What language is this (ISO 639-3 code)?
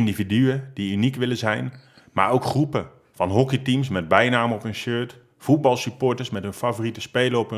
nld